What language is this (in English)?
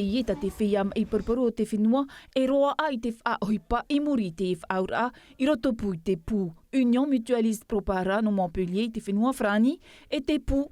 Tahitian